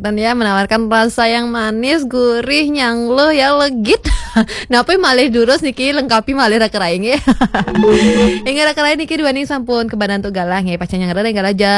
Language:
Balinese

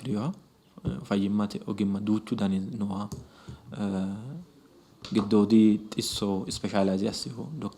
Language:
Sidamo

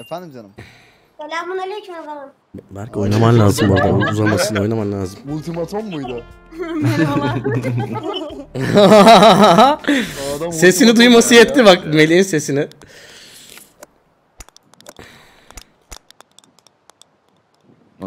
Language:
Turkish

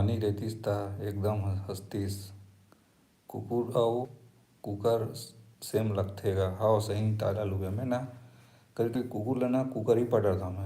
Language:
Chhattisgarhi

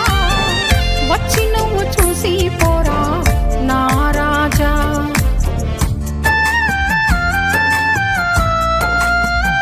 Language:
Telugu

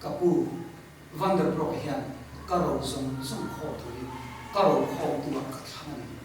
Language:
Mizo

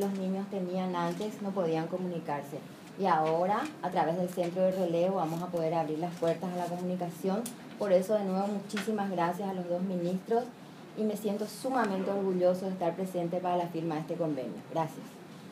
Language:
Spanish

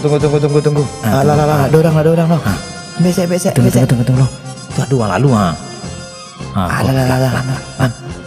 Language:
Minangkabau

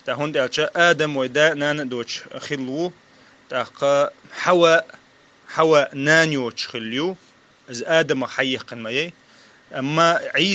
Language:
Chechen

